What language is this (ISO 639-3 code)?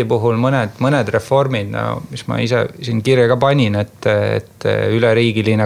est